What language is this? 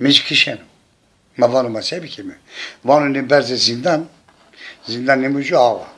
Zaza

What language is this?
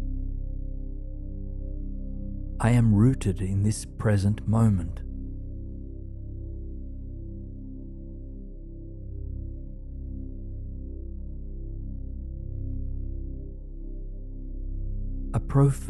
English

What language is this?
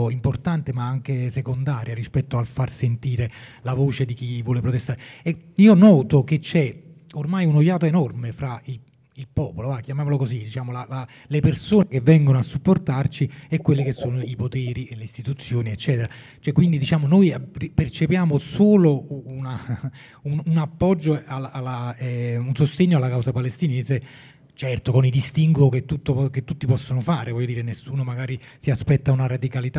Italian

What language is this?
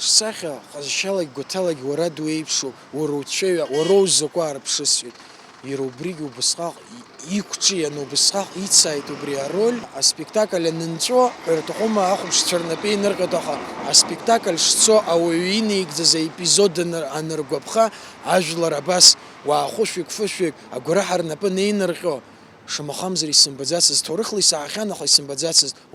Abkhazian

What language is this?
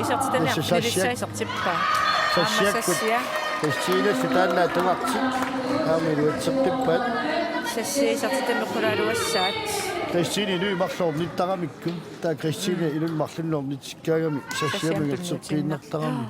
Kalaallisut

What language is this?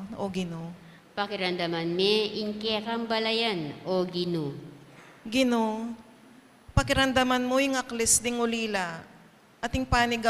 Pampanga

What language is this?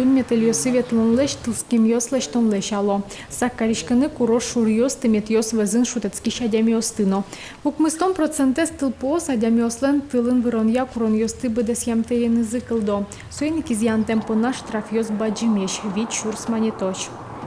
Udmurt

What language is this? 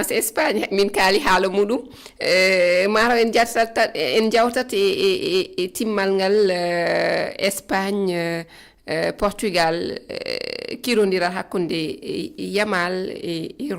Fula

